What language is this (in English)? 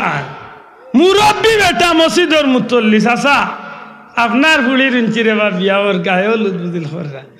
Sylheti